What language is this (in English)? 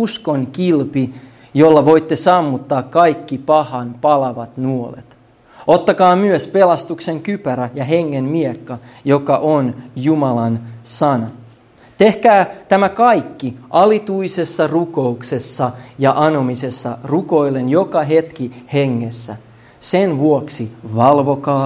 Finnish